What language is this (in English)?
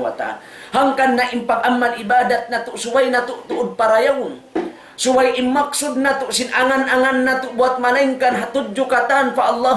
Tausug